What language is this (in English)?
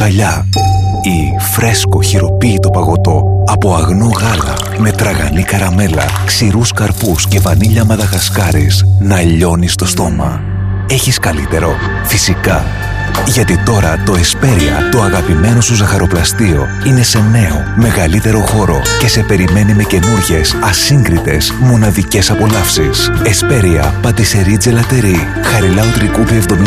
Greek